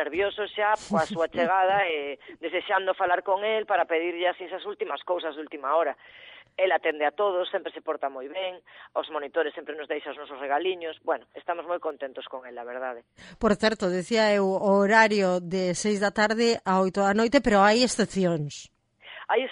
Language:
Galician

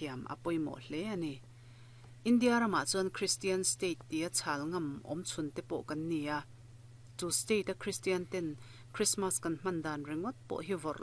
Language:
Mizo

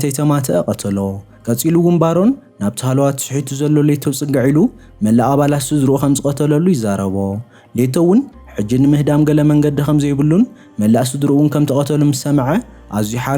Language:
Tigrinya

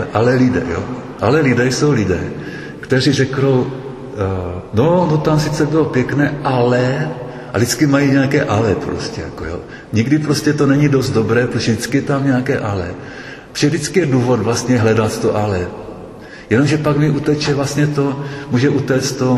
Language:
Czech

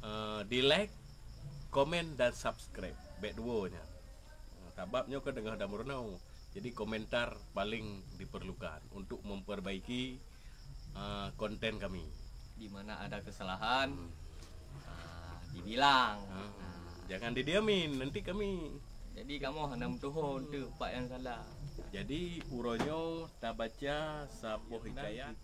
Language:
Achinese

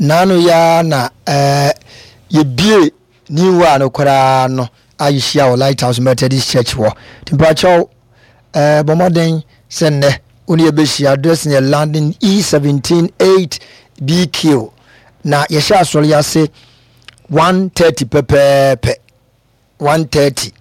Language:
Akan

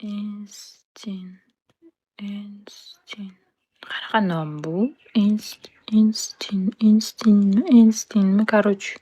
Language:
Uzbek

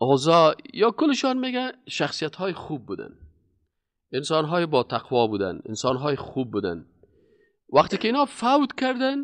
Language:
Persian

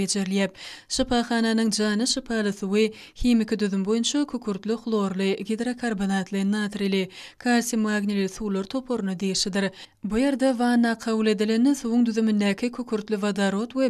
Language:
Turkmen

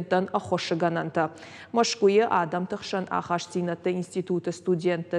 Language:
Ossetic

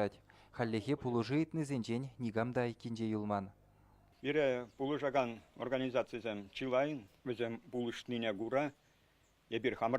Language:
Chuvash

